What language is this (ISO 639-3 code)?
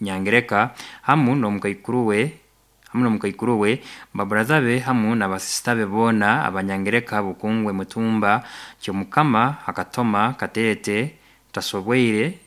nyo